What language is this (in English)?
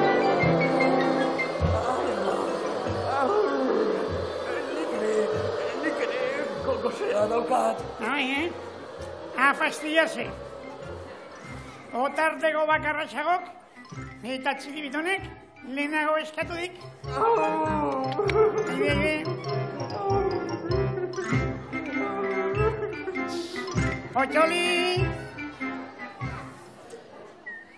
Basque